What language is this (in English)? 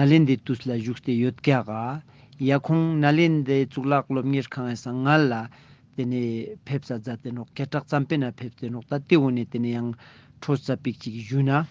Ladakhi